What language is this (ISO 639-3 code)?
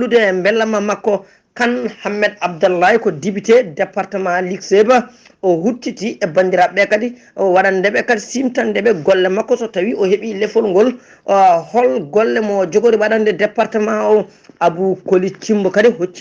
ful